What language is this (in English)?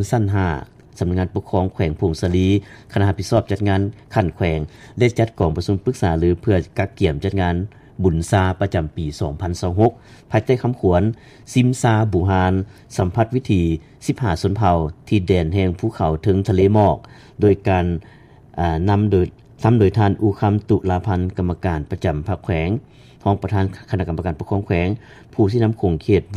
Lao